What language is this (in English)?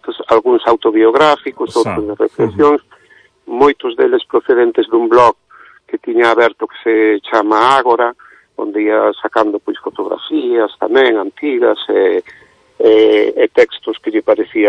Galician